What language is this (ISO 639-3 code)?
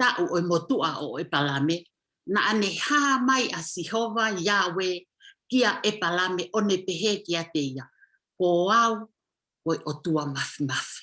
ton